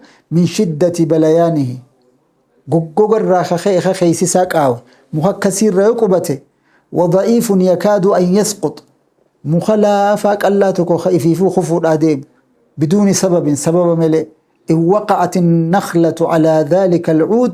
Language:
Oromo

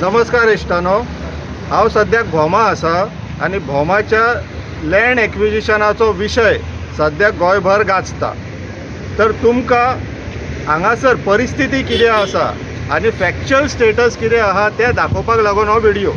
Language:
Konkani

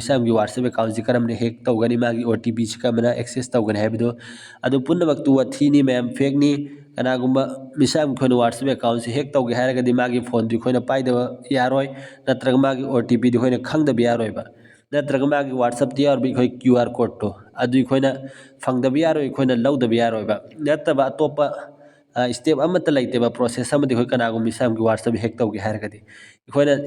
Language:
Manipuri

